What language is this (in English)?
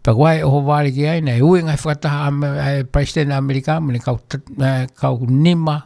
Tongan